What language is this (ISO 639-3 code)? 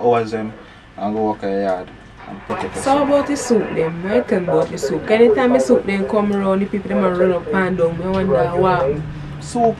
jam